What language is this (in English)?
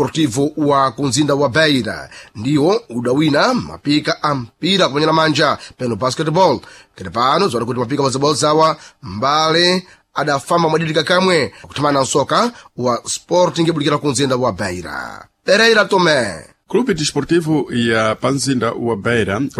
Sena